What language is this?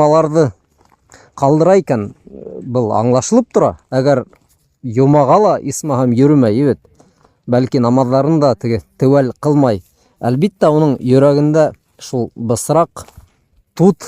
Bashkir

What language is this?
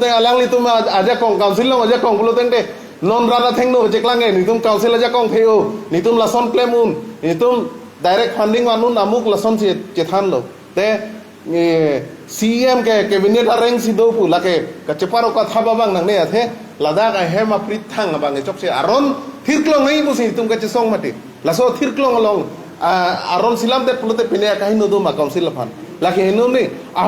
Karbi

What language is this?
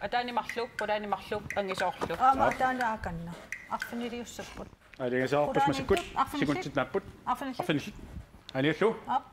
Kalaallisut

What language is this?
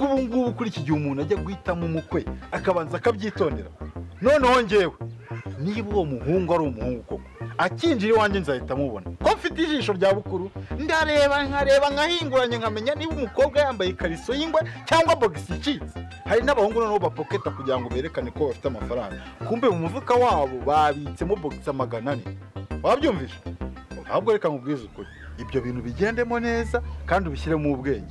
Kinyarwanda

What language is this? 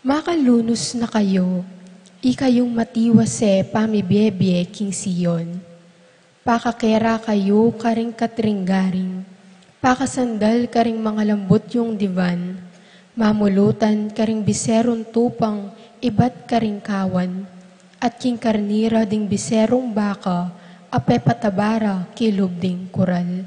Pampanga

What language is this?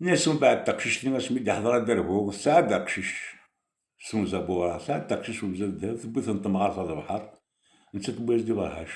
Kabyle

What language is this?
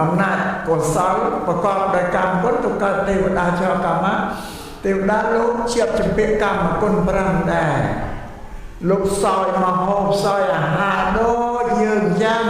Khmer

